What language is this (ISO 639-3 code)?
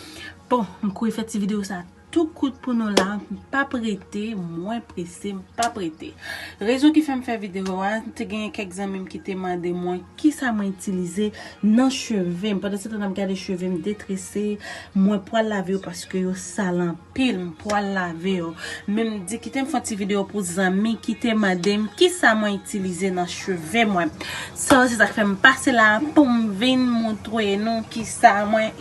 hat